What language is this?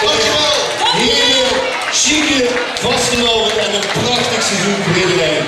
Limburgish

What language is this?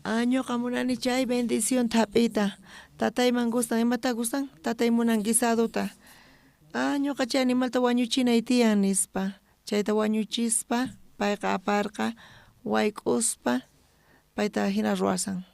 South Bolivian Quechua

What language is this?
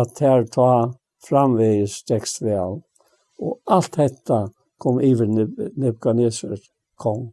Faroese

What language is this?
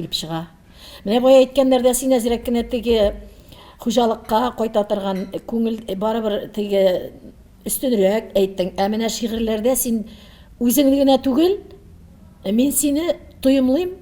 Tatar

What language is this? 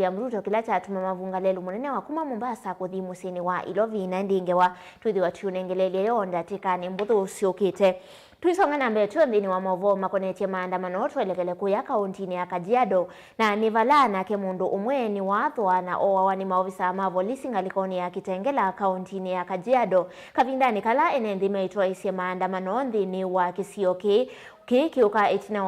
Kamba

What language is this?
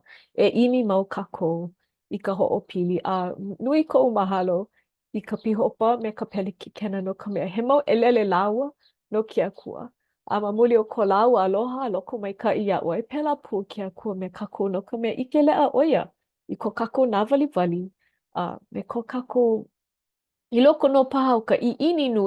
Hawaiian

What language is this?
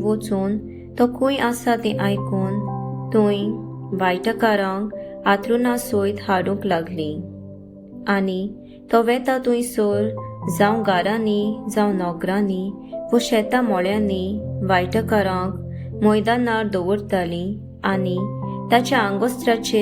Konkani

